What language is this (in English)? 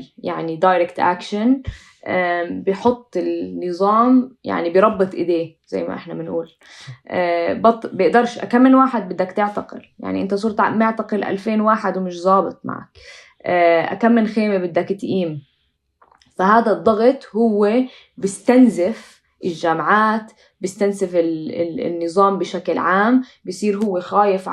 North Levantine Arabic